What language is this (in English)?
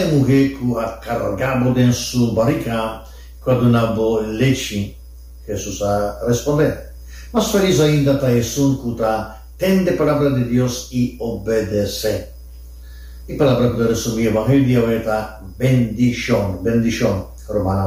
Papiamento